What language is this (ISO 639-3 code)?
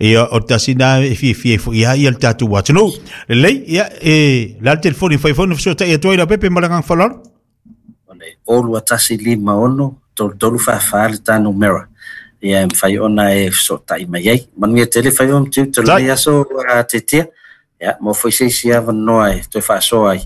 smo